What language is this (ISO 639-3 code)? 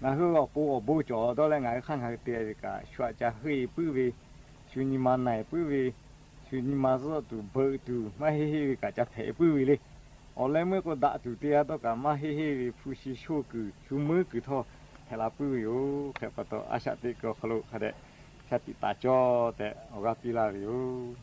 lhu